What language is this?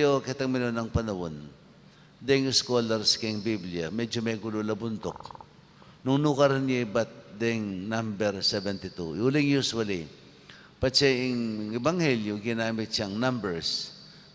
Pampanga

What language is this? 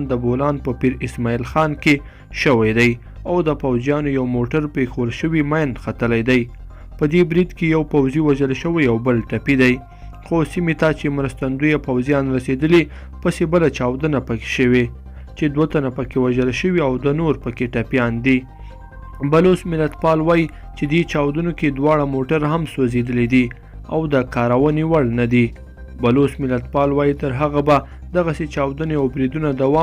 Pashto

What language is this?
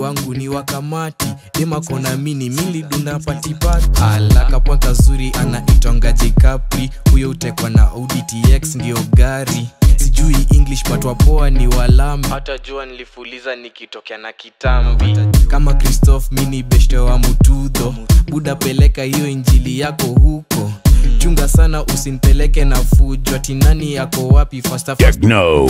Swahili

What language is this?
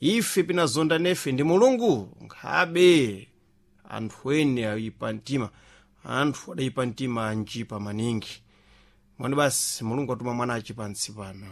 Sena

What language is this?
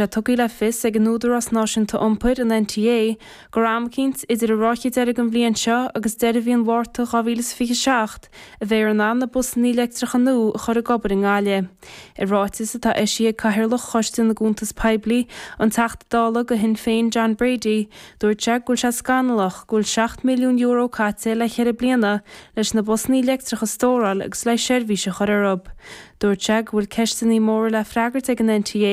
Irish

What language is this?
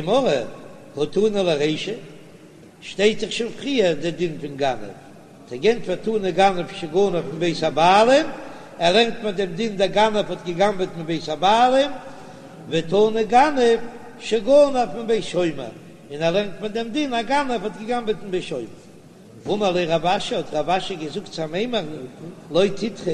Yiddish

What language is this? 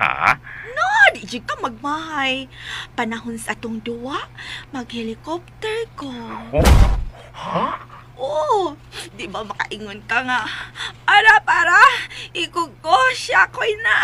Cebuano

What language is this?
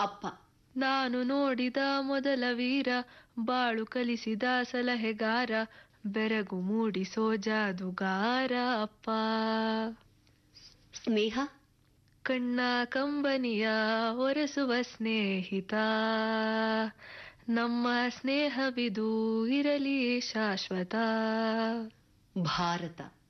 Kannada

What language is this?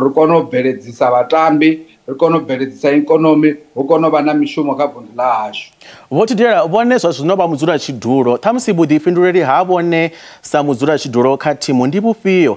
Venda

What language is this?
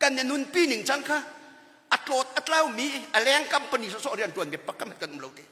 Hakha Chin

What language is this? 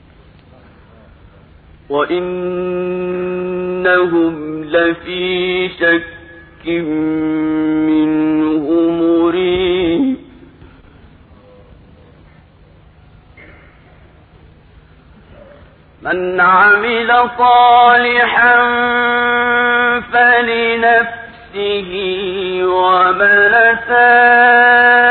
Arabic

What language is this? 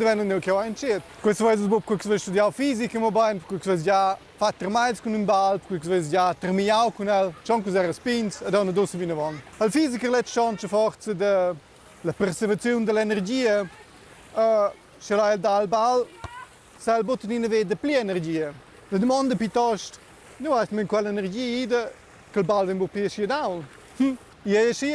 Romansh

